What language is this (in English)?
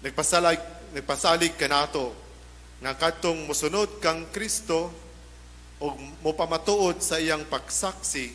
Cebuano